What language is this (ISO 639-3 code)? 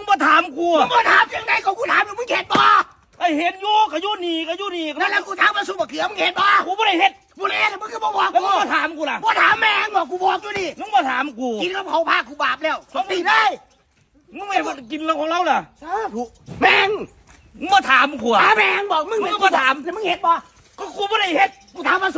tts